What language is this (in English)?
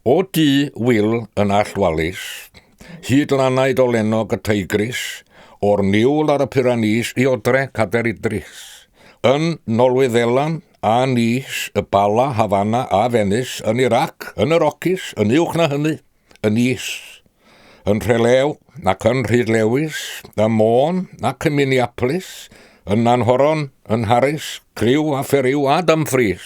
Welsh